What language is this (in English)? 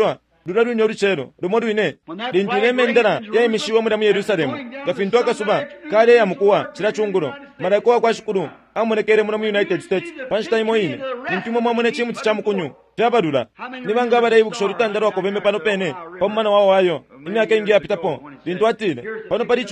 Bemba